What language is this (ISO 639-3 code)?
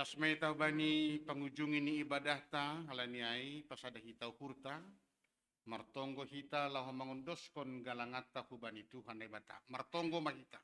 bts